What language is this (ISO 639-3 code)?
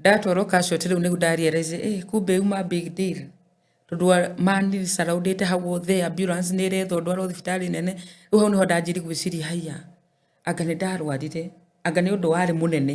kik